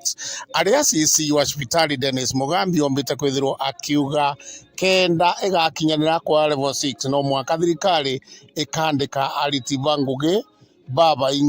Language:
Meru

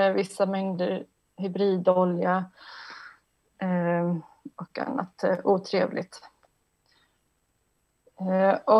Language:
Swedish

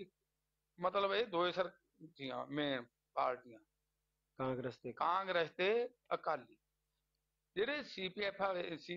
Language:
Punjabi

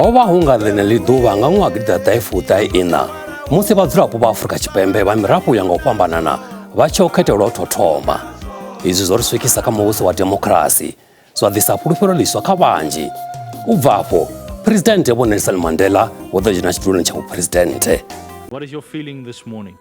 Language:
Venda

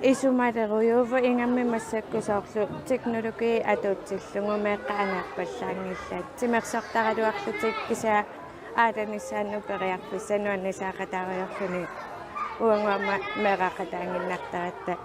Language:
Kalaallisut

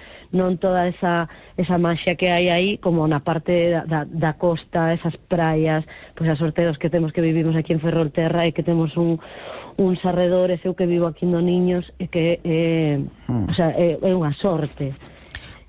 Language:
Galician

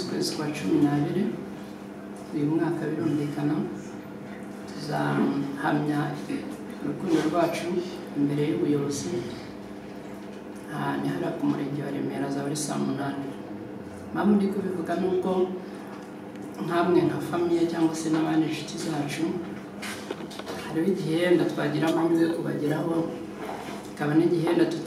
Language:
Kinyarwanda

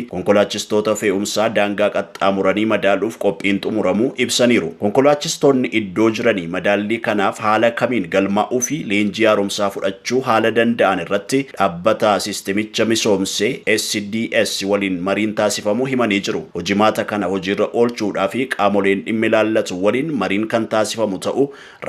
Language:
Oromo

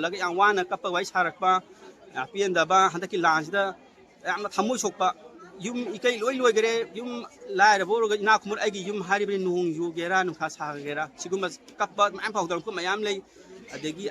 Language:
Manipuri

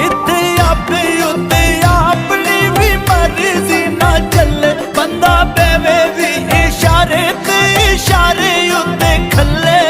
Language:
Pahari-Potwari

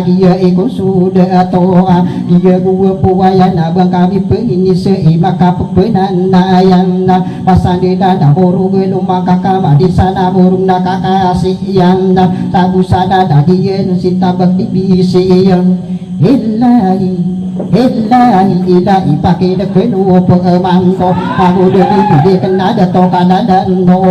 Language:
Maranao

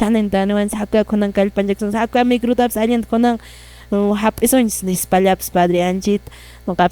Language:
Quechua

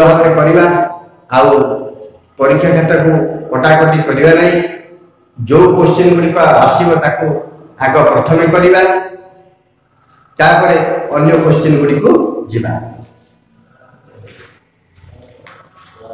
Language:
Odia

